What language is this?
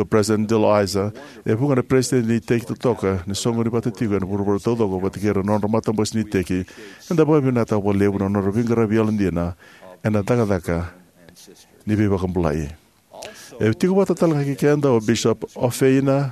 Fijian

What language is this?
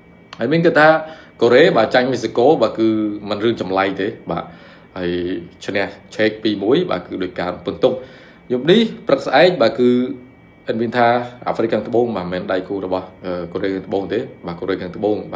Khmer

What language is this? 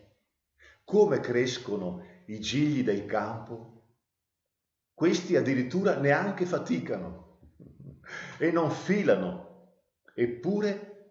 Italian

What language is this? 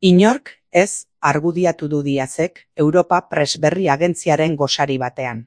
Basque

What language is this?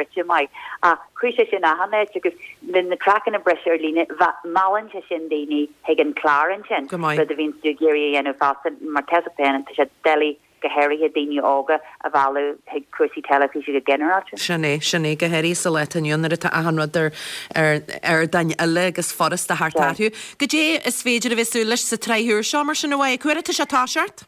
Irish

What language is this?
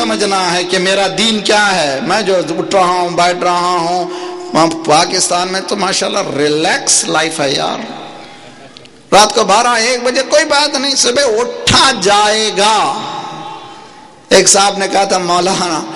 Urdu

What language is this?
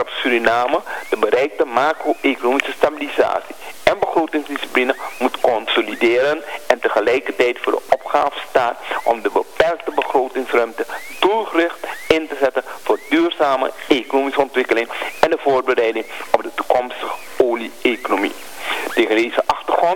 Dutch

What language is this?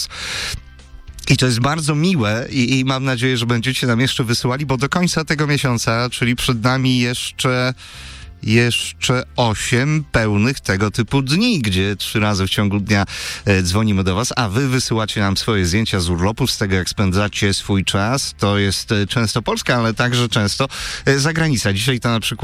Polish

